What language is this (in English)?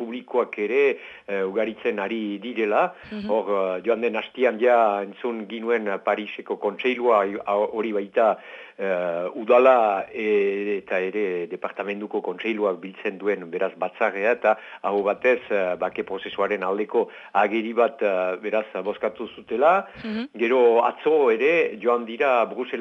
Basque